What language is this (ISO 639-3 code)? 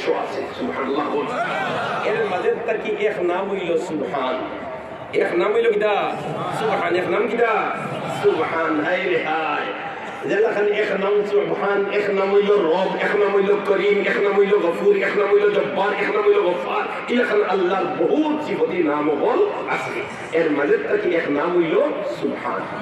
syl